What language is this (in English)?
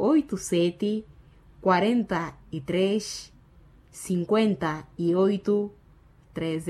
Makhuwa